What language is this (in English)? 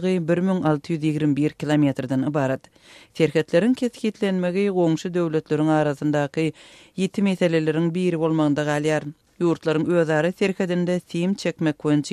Turkmen